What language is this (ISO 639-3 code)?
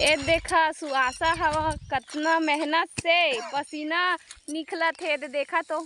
hne